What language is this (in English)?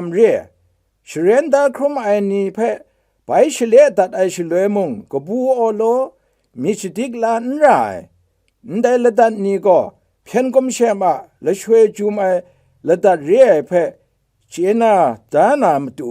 Kachin